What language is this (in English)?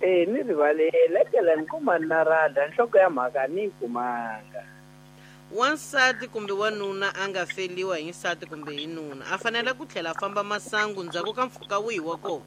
Tsonga